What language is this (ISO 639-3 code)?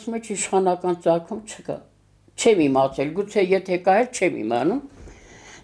hye